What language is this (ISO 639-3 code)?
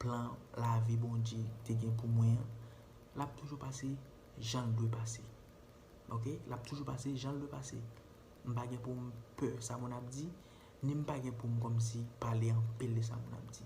hat